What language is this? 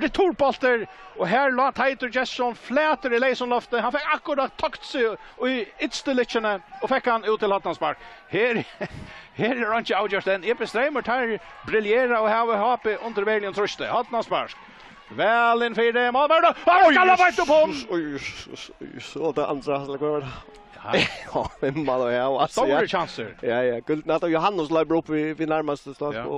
Faroese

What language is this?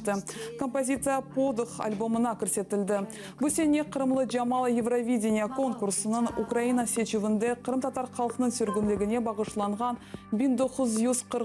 Crimean Tatar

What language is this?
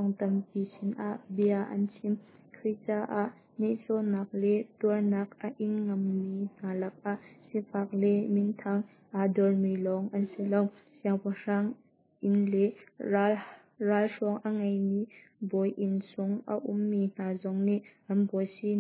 Hakha Chin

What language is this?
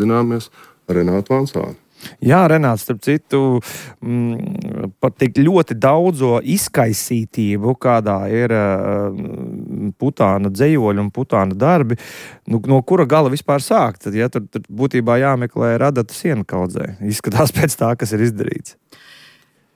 Latvian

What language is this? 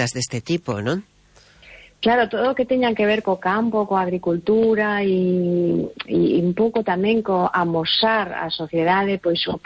Galician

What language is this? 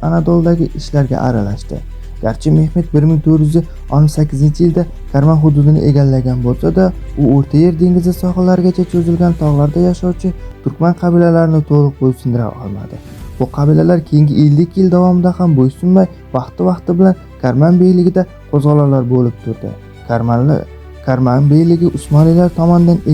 Uzbek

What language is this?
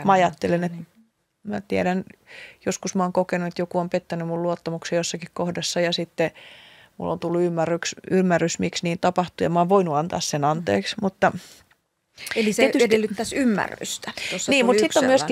Finnish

